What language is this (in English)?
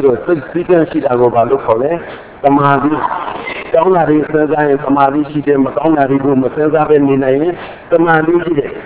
Burmese